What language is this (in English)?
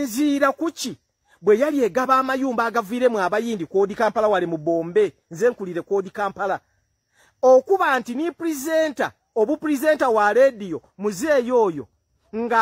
Ganda